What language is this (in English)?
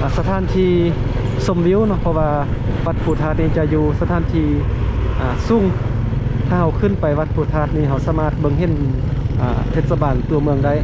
Lao